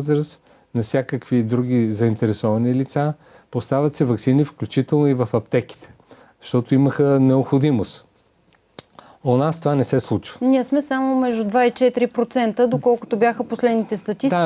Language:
Bulgarian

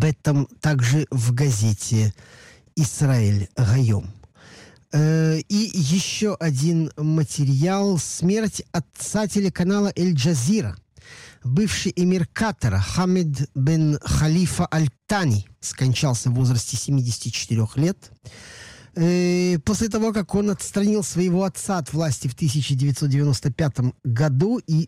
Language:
Russian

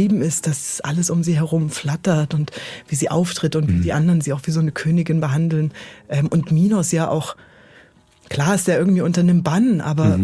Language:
Swiss German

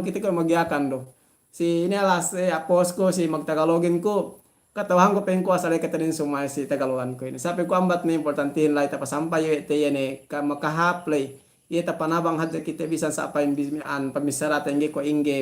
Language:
Yakan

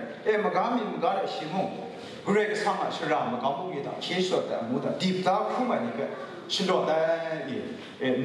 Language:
Kachin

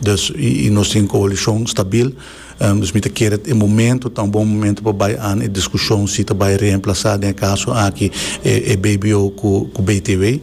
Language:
Papiamento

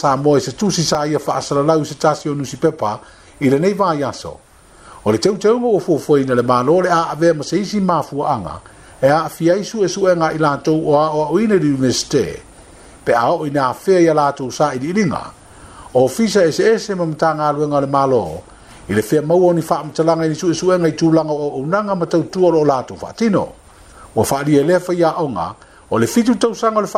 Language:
Samoan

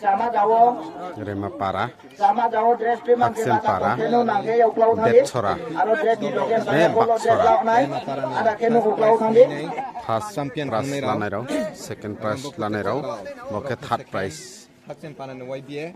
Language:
Riang (India)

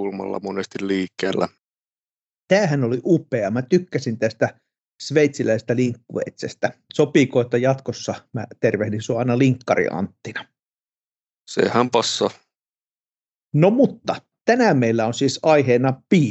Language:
Finnish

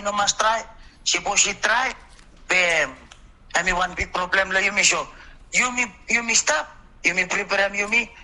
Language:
Bislama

